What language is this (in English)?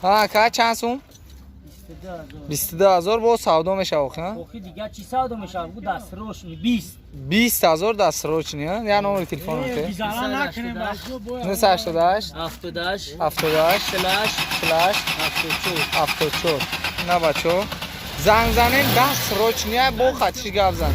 Tajik